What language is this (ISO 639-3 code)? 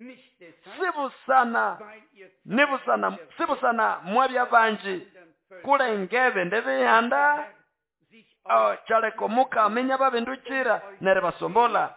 nnb